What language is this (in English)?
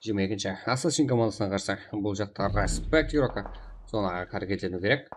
Kara-Kalpak